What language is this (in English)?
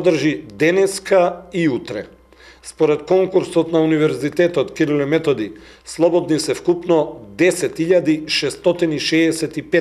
Macedonian